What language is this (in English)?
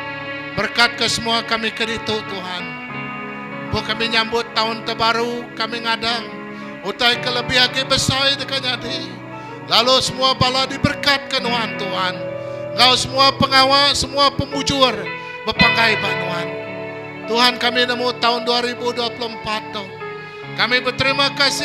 Iban